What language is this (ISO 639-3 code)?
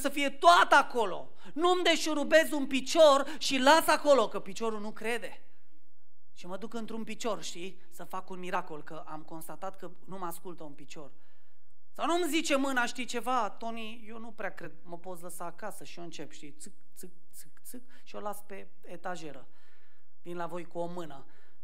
ron